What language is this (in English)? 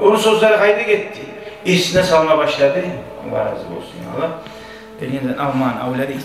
Kumyk